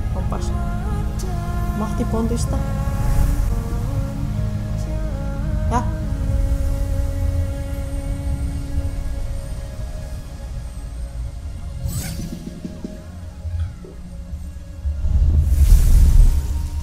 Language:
Finnish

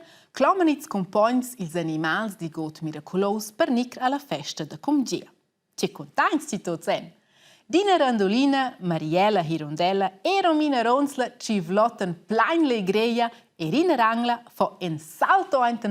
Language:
Romansh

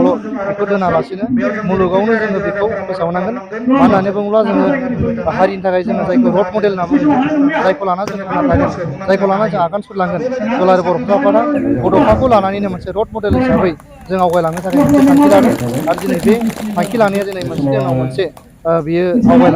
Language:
Bodo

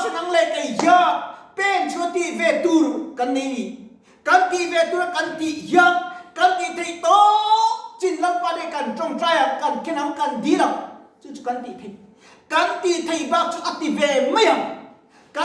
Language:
Mizo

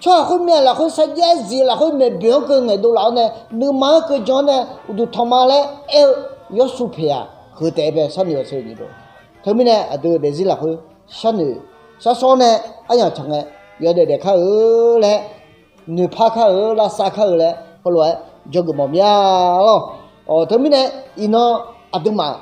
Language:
Akha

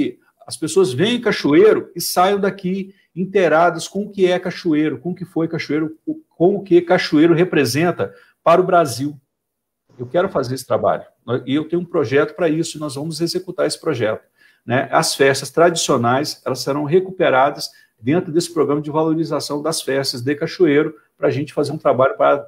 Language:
Portuguese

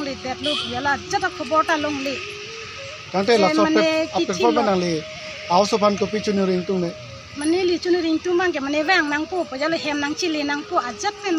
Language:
Karbi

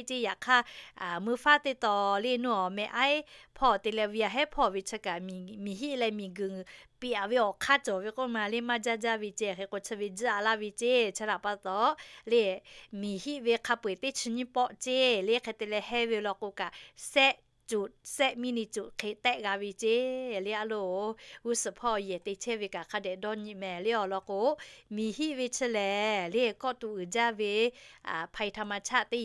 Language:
Lahu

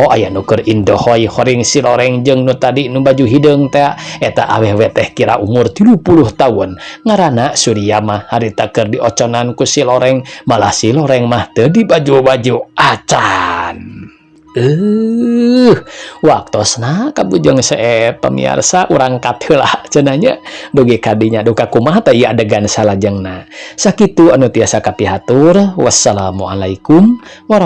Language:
Sundanese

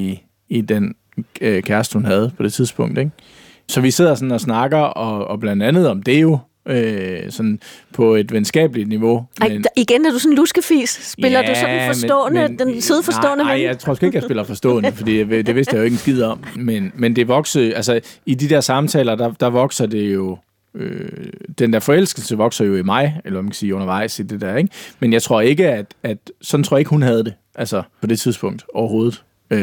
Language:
Danish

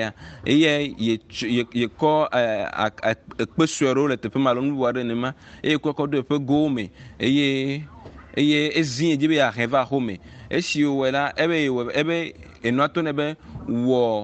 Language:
Ewe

